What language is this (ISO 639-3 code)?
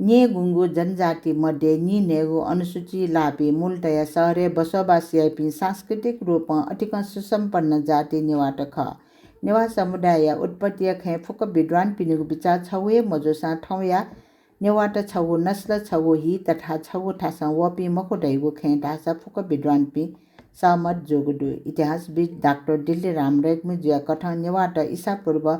new